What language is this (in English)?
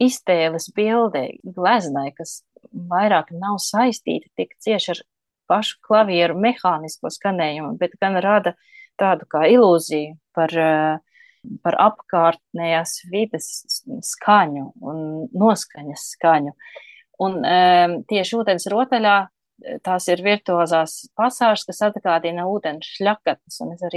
Latvian